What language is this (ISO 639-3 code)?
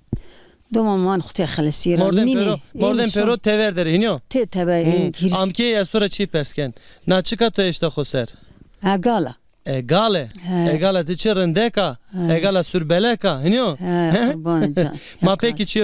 zza